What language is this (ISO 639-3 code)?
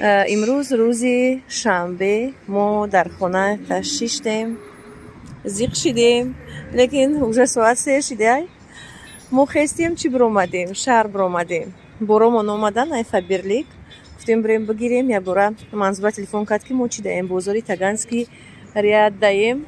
tgk